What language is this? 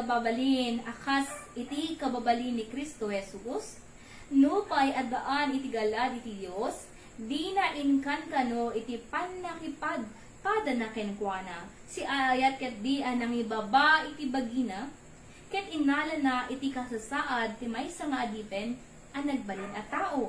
Iloko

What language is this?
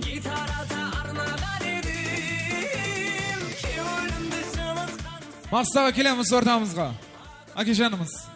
Kara-Kalpak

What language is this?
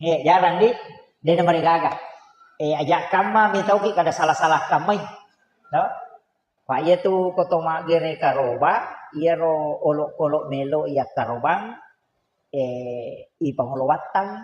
Buginese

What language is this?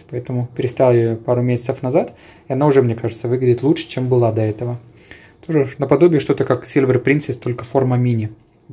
Russian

